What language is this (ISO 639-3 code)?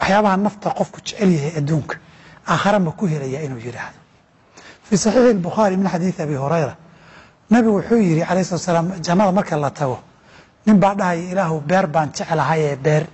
som